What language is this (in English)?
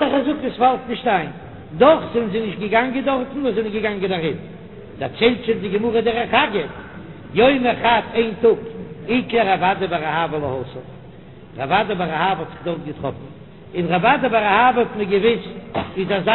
Yiddish